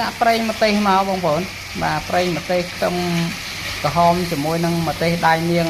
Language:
Khmer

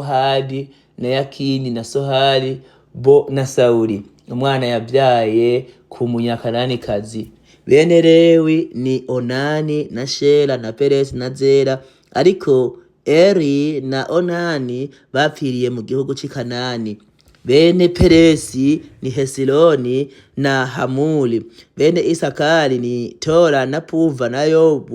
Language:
Rundi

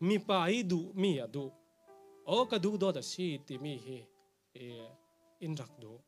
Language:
Falam Chin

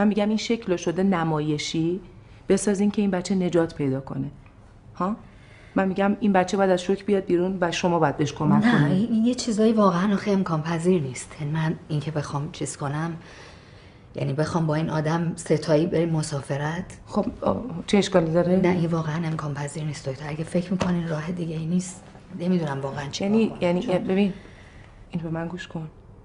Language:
Persian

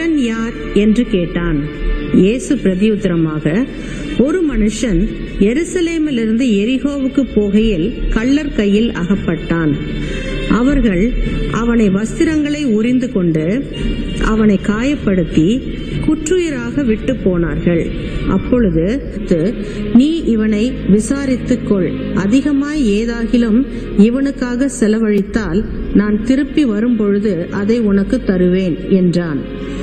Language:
Tamil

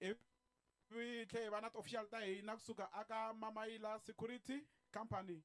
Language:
Tsonga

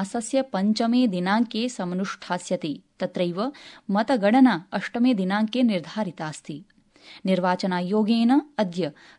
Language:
Sanskrit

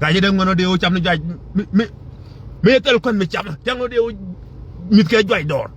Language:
Nuer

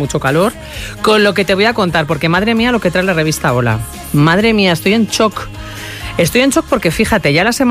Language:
Spanish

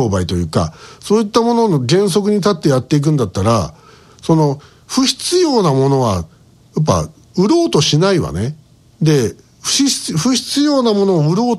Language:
Japanese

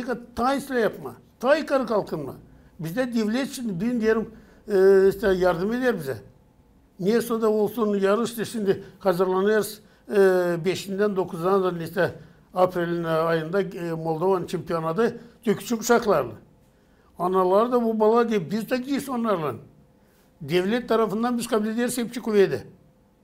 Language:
Gagauz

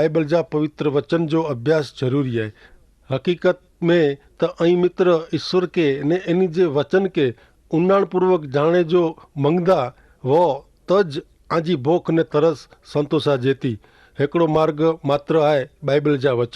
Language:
Kachhi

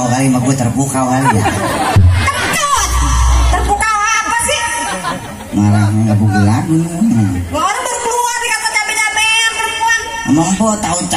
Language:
Betawi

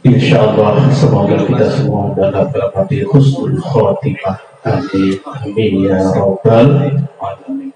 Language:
Sasak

